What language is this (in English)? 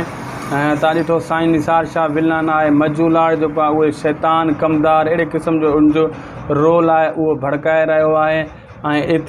Sindhi